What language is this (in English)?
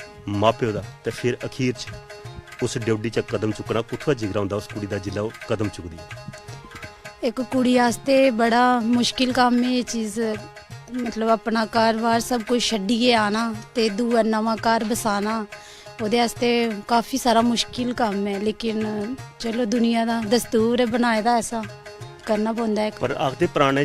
Dogri